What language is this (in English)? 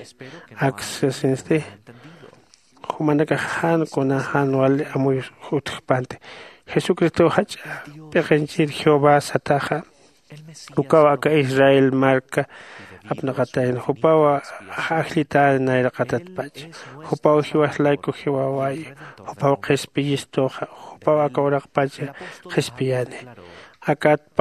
Aymara